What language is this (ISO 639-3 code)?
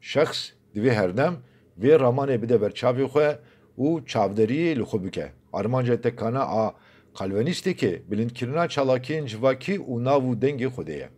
kur